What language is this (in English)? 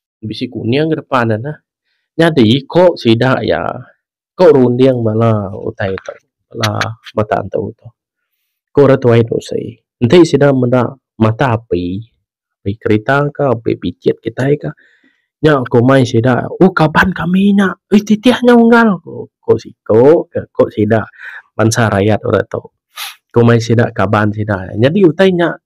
Iban